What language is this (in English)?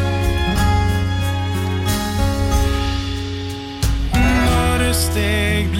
Norwegian